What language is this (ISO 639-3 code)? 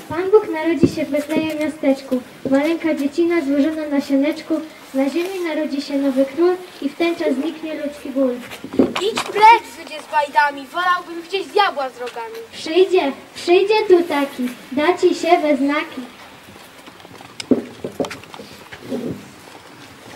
pol